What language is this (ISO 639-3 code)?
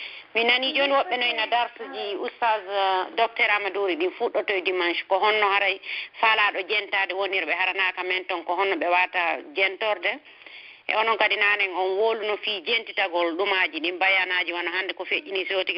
fuf